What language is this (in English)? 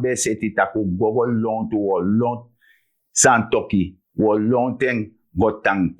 Sranan Tongo